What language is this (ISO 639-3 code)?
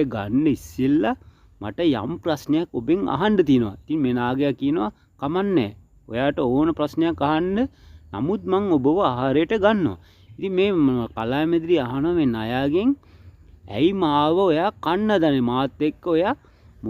sin